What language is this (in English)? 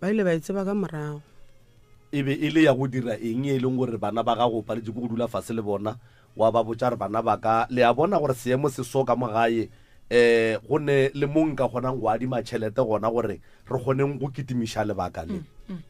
Northern Sotho